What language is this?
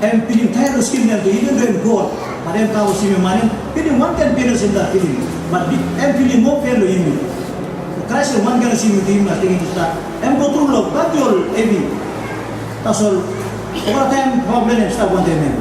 Tok Pisin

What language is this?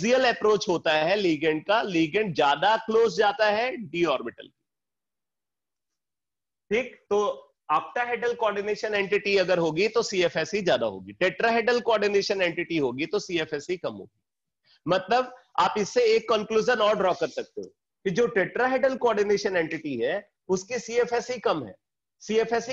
Hindi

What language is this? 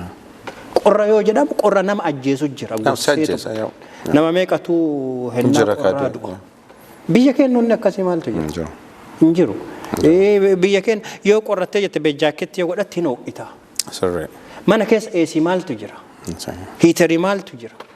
Oromo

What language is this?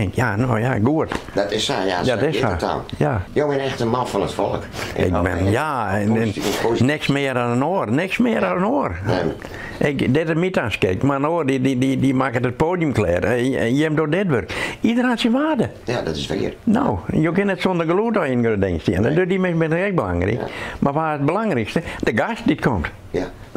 Western Frisian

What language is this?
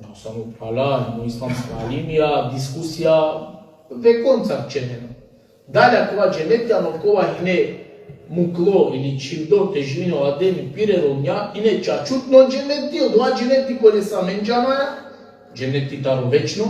Balkan Romani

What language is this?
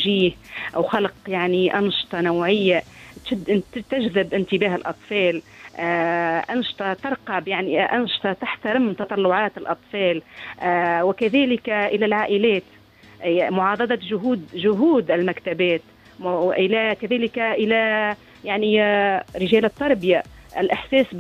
Tunisian Arabic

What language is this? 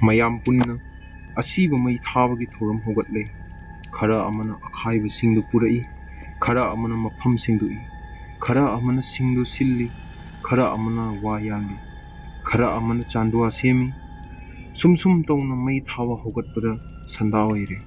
Manipuri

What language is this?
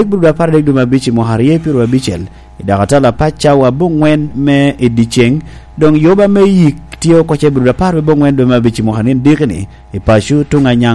Lango (Uganda)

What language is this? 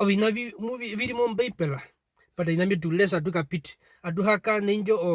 Herero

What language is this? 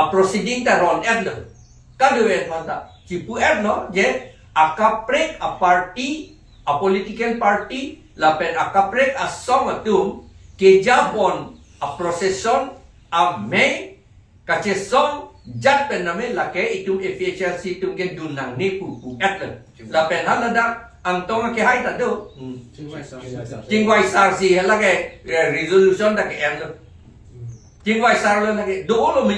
Karbi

